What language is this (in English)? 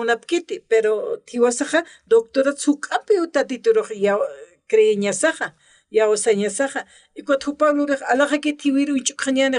Aymara